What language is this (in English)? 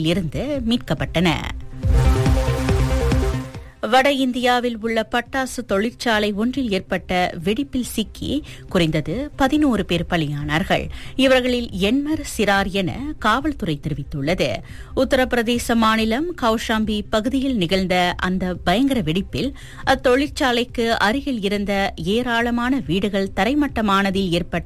Tamil